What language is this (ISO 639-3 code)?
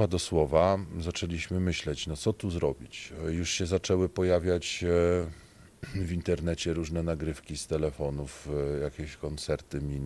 pol